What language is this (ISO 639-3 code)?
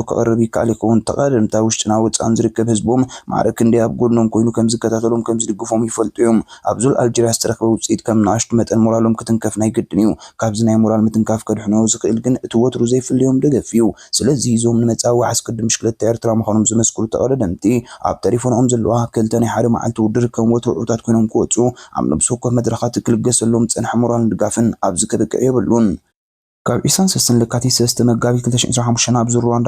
tir